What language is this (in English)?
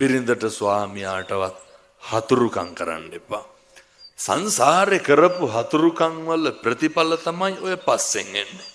Sinhala